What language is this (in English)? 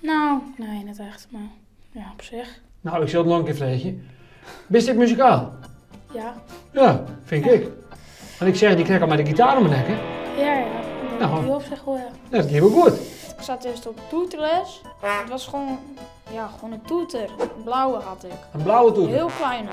Western Frisian